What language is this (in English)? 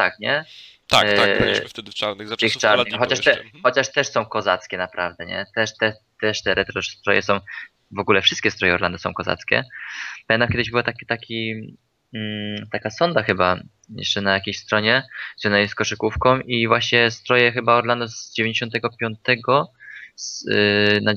Polish